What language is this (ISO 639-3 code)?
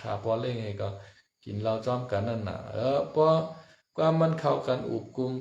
shn